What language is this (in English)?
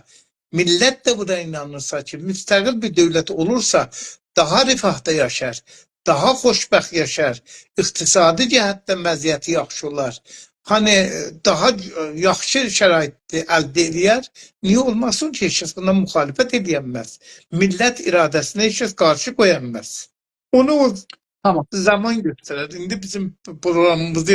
South Azerbaijani